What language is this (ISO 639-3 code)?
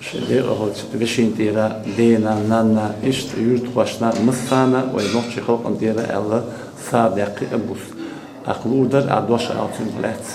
che